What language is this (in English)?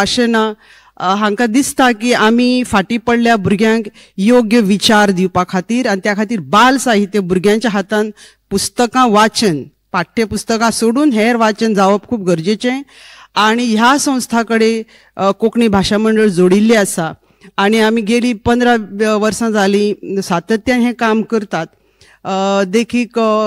Konkani